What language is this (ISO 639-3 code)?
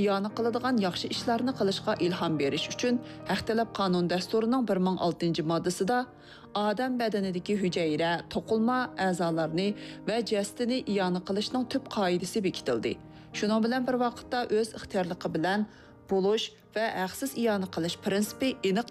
uig